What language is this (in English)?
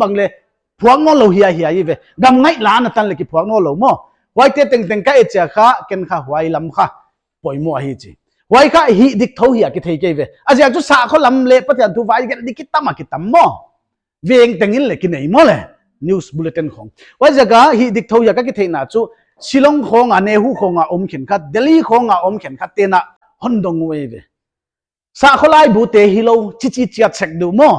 Paite Chin